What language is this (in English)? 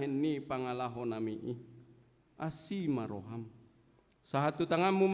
Batak Toba